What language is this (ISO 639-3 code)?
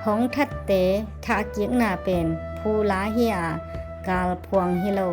ctd